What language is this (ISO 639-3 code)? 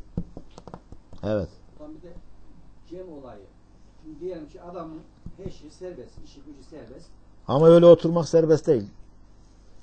tur